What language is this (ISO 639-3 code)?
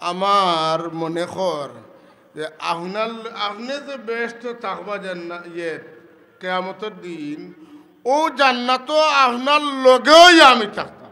syl